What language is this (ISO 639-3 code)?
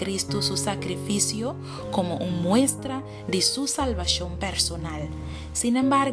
pap